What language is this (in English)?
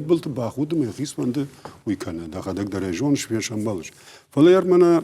Ossetic